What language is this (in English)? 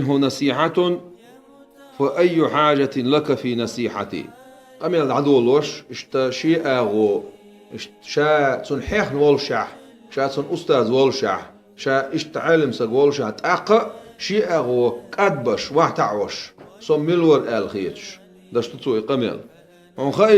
Chechen